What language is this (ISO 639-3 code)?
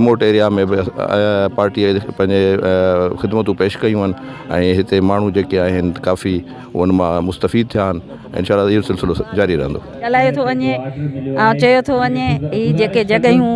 snd